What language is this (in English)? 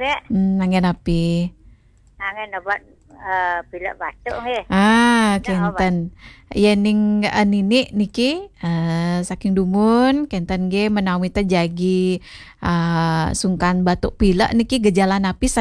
Balinese